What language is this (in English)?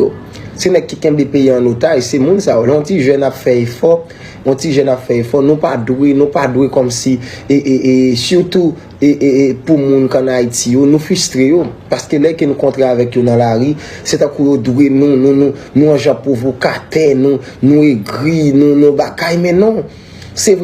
Haitian Creole